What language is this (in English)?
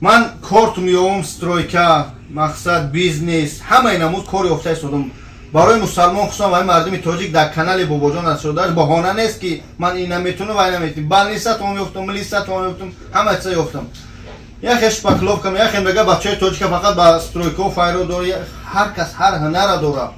Tajik